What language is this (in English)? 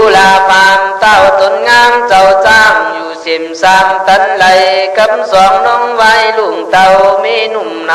Khün